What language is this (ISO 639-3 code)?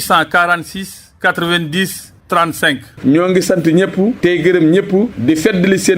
wol